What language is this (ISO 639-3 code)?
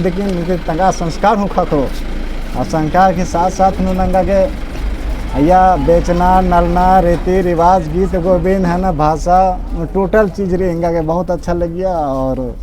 kru